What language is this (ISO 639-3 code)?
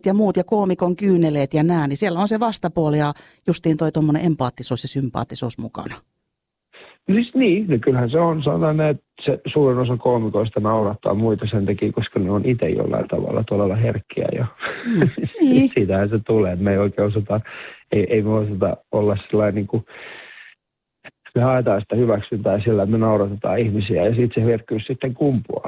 fin